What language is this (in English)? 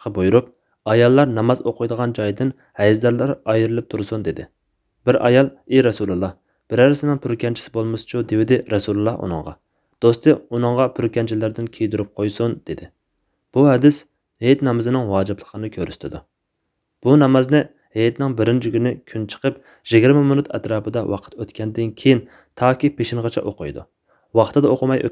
Uyghur